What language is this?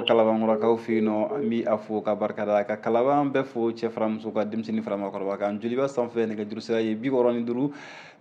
Bambara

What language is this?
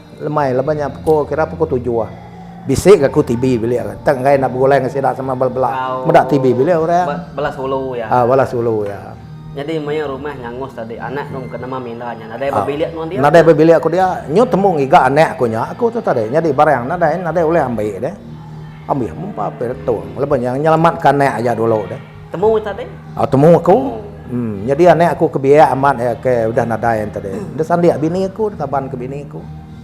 Iban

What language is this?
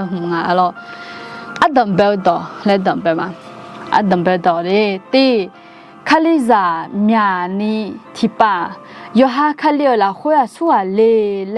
Akha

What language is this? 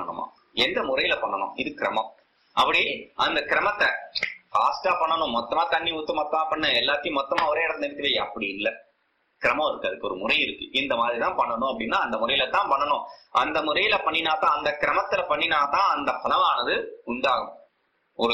Tamil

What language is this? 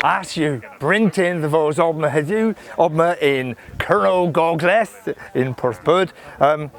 Cornish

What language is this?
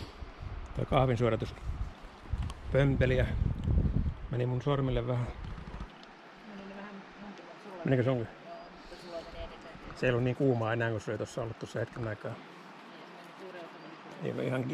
Finnish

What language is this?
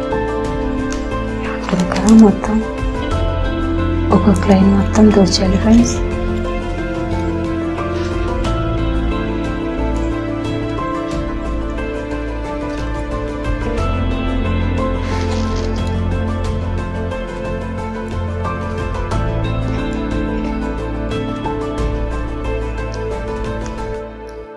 Telugu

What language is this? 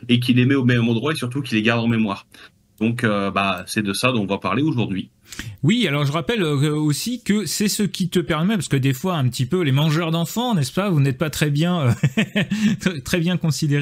French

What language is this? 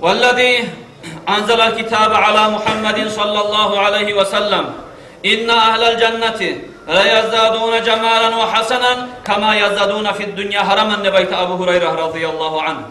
Kumyk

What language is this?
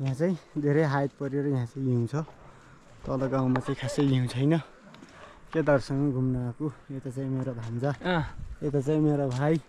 Nepali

